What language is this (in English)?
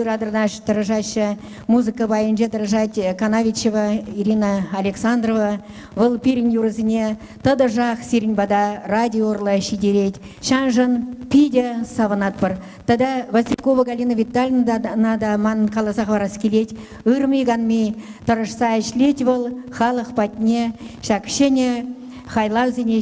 Chuvash